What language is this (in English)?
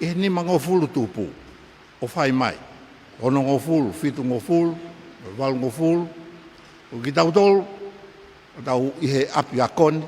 Tongan